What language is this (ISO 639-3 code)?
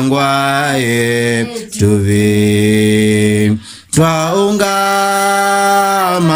kam